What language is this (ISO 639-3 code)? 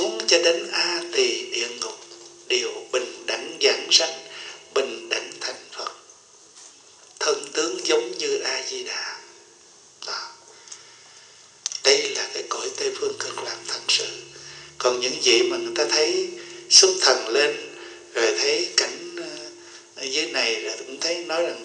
vie